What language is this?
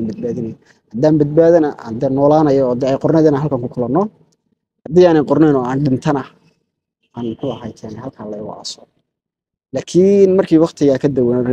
Somali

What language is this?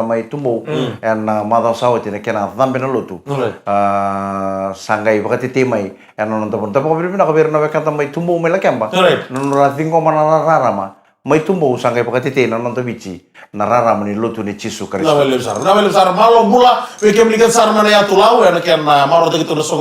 Fijian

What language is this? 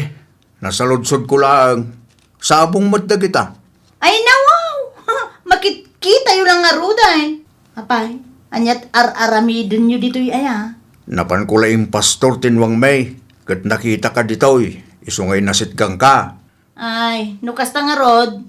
Iloko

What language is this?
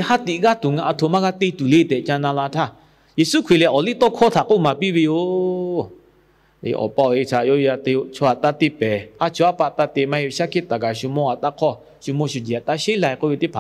Lahu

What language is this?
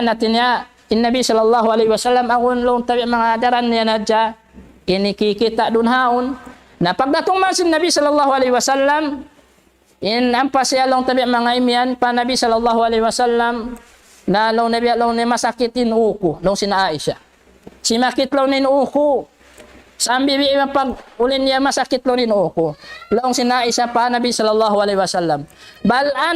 Tausug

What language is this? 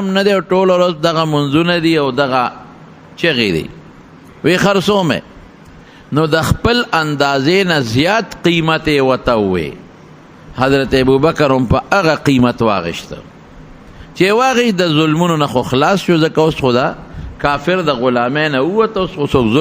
Pashto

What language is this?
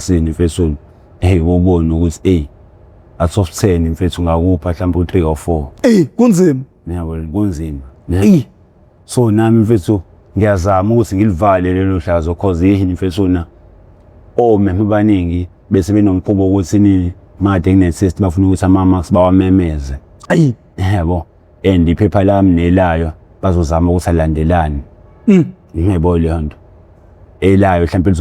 Zulu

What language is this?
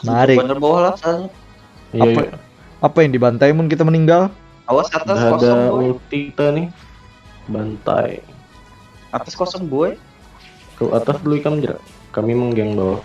Banjar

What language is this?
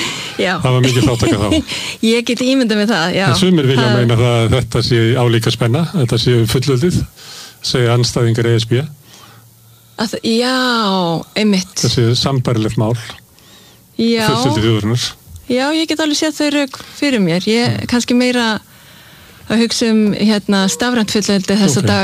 Icelandic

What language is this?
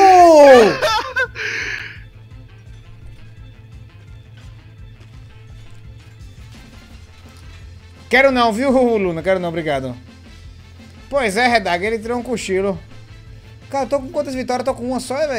Portuguese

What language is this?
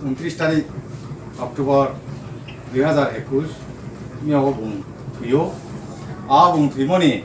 Riang (India)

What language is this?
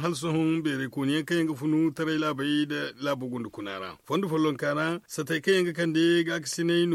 Zarma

